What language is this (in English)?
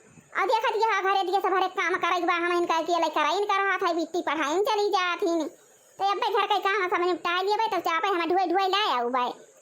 Awadhi